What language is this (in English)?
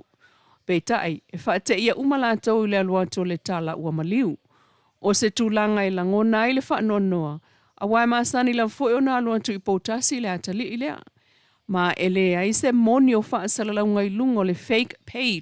Samoan